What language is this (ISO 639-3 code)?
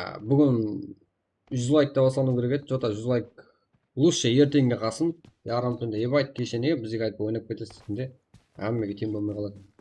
kaa